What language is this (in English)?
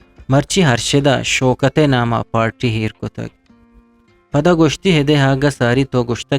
Eastern Balochi